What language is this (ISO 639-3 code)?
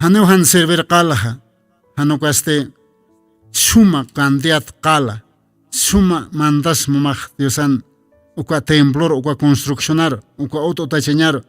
aym